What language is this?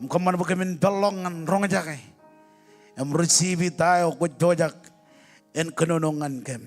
Marshallese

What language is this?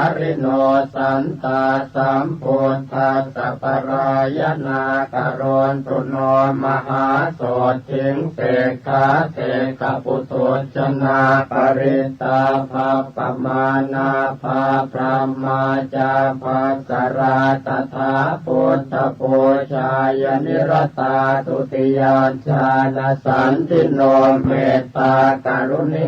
Pali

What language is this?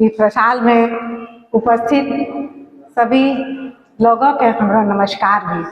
Angika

